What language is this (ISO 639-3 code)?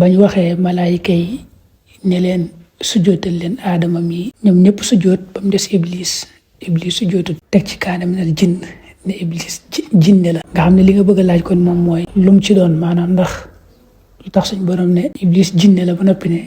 wol